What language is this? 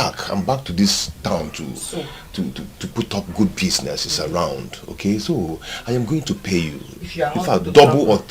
Nigerian Pidgin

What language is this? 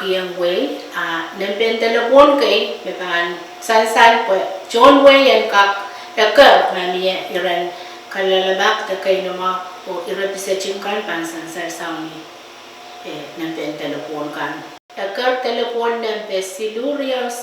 Pohnpeian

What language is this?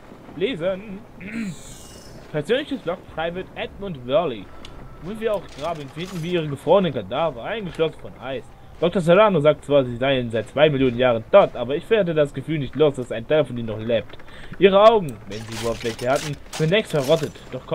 German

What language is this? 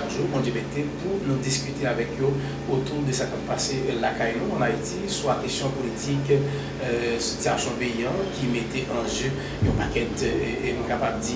Haitian Creole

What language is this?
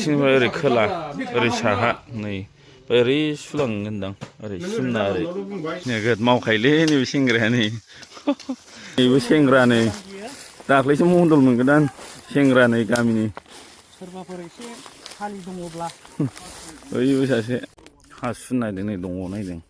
Bodo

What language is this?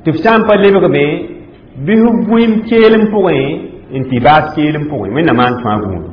Mossi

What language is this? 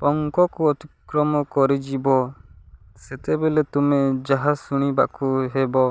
Odia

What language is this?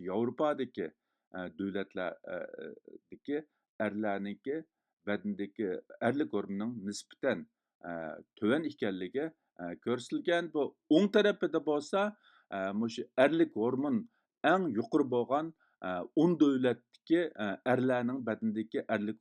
Uyghur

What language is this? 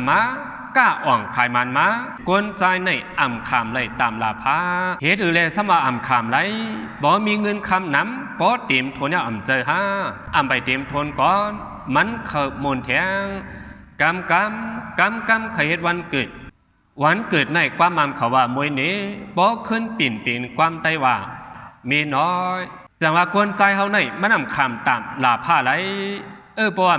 Shan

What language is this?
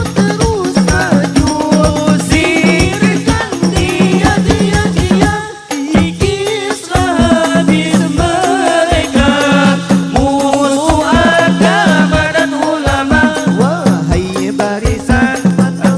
Banjar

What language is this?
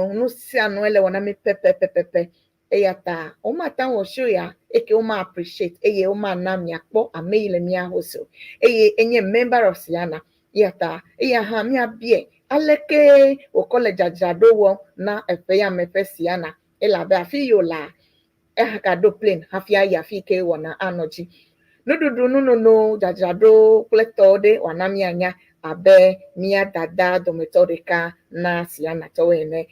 Ewe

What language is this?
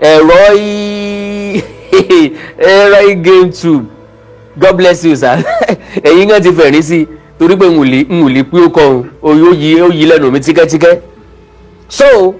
Yoruba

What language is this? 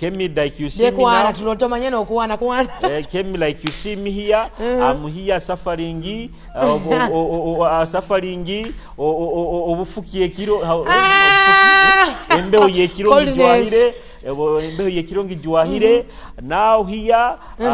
Nyoro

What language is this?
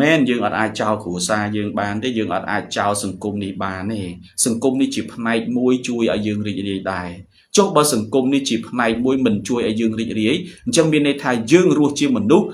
Khmer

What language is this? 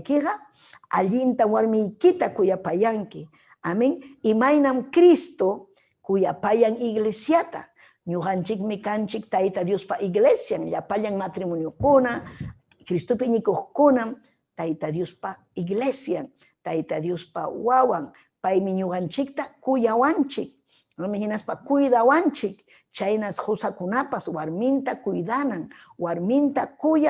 Ayacucho Quechua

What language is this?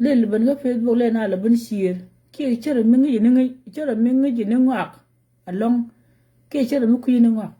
Nuer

